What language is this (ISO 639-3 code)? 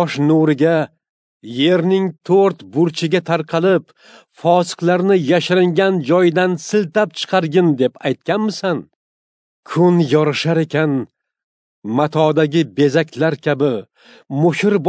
uzb